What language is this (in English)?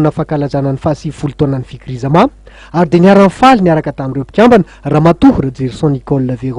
Malagasy